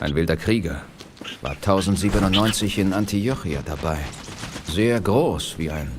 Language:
Bavarian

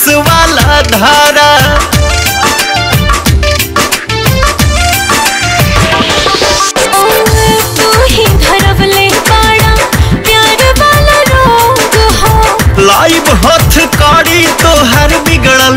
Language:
Bhojpuri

